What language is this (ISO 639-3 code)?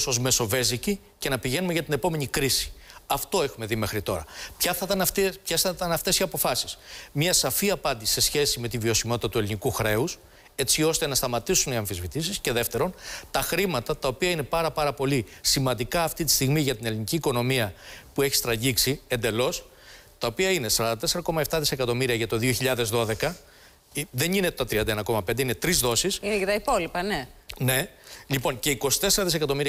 ell